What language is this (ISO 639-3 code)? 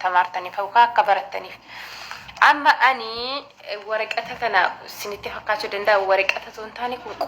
orm